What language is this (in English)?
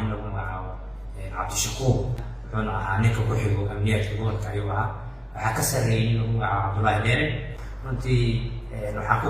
Somali